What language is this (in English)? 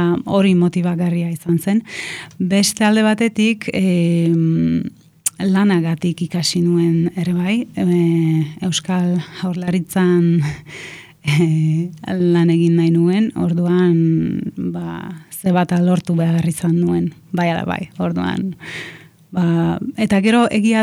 Basque